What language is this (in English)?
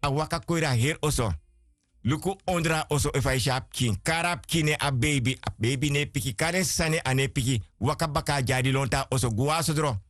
Sranan Tongo